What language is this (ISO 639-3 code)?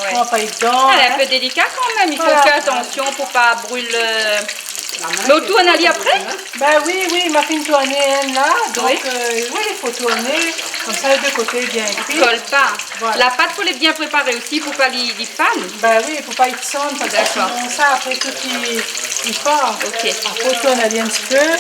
rcf